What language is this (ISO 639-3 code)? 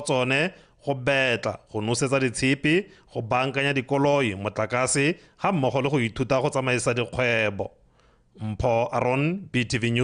tsn